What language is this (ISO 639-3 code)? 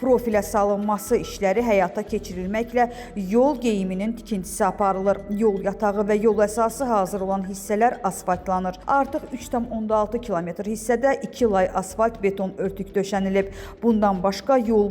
aze